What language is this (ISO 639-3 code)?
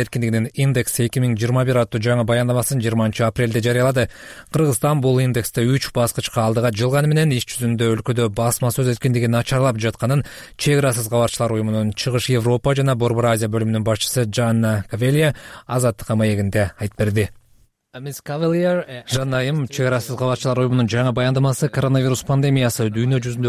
kir